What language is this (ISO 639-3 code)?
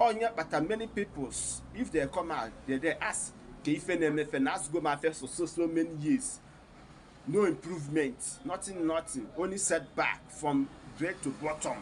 ibo